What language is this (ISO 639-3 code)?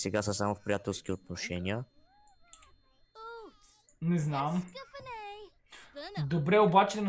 bul